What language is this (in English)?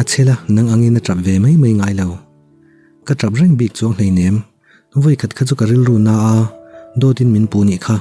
Mizo